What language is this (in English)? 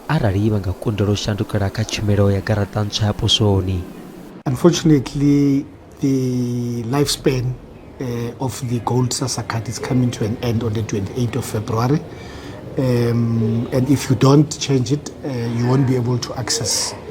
Venda